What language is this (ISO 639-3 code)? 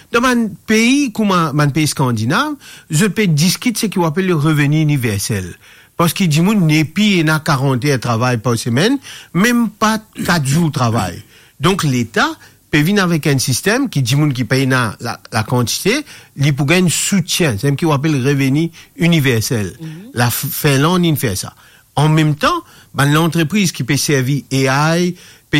mfe